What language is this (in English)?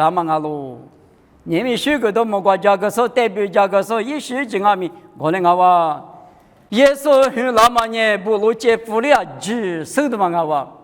Lisu